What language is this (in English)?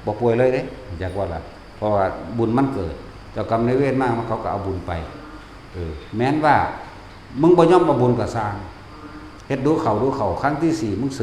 Northeastern Thai